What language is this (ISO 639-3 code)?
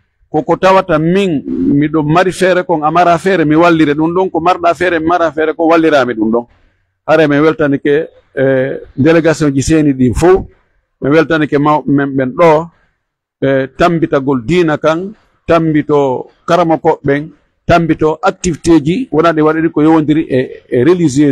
fuf